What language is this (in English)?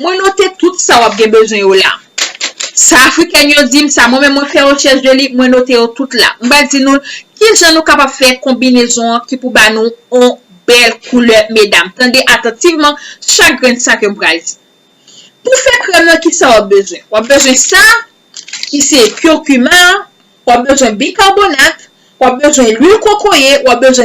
Haitian Creole